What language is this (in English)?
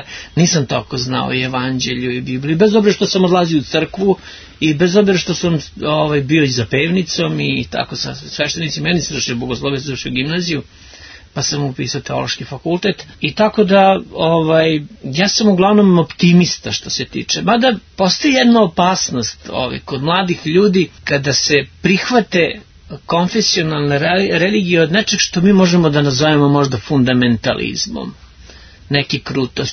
Serbian